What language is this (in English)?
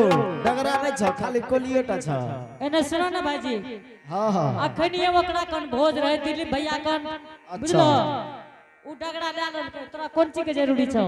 Angika